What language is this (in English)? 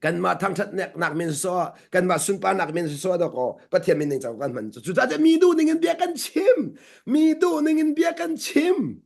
Hakha Chin